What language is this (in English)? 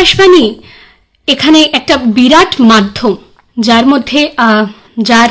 Bangla